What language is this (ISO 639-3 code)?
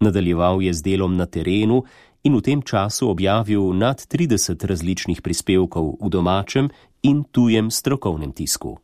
slv